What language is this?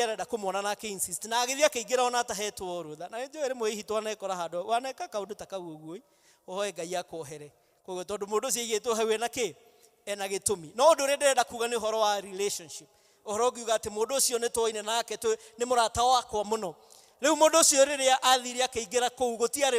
Kikuyu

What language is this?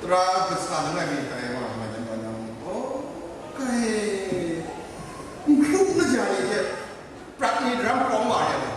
Kachin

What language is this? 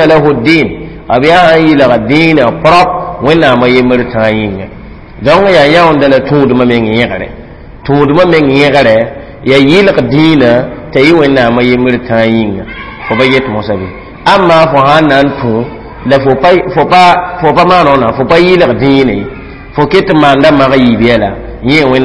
Mossi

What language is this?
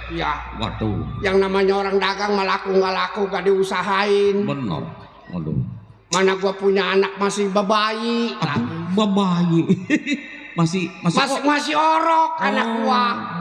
Betawi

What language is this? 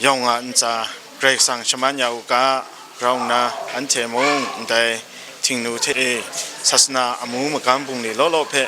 Kachin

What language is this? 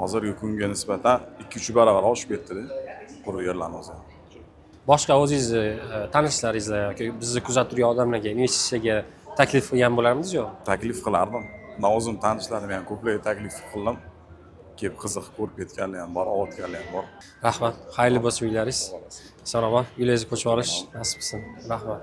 Uzbek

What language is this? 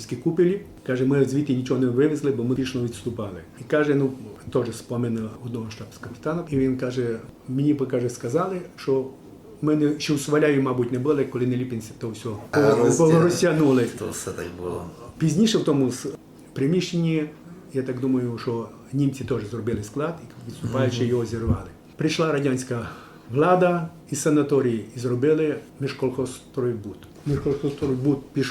Rusyn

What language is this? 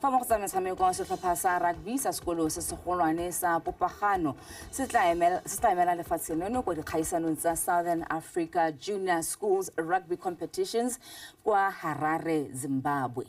Tswana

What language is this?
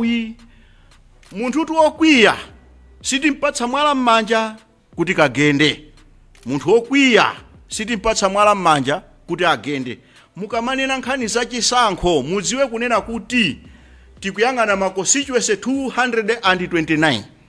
Nyanja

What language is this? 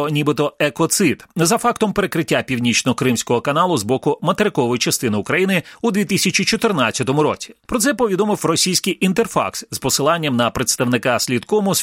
Ukrainian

